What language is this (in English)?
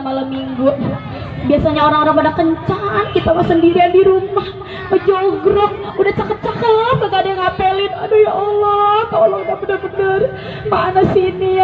Betawi